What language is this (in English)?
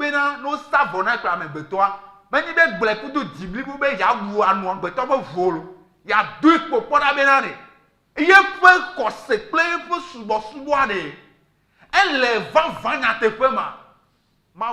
Ewe